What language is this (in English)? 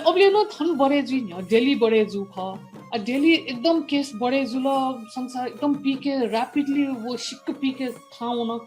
Newari